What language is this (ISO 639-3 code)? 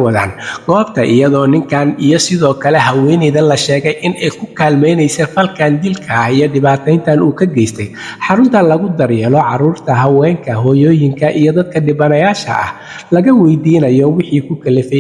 som